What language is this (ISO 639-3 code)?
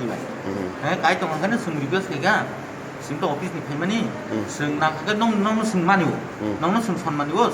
trp